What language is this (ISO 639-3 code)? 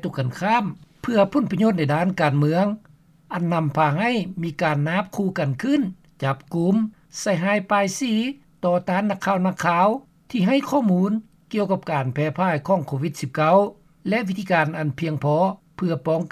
lao